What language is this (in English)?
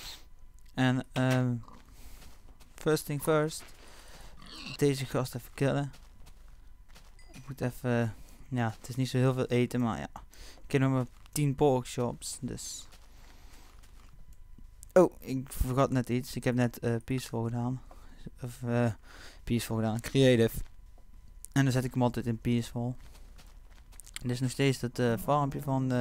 Dutch